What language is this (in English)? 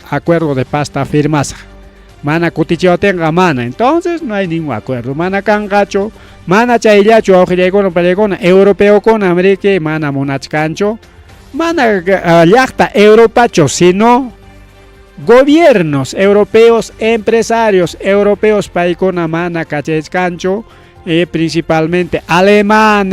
Ayacucho Quechua